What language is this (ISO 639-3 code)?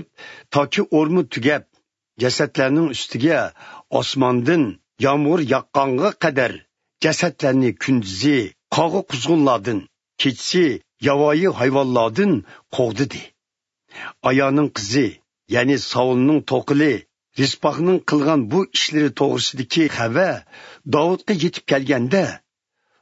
uig